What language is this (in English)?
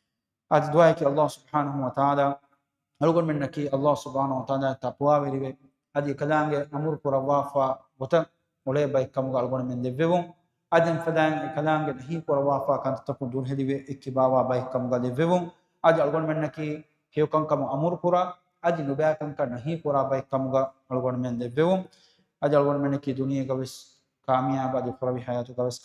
Divehi